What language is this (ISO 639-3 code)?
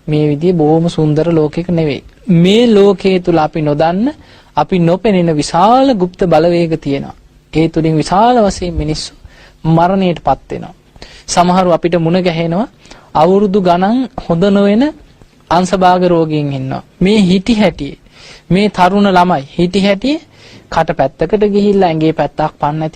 sin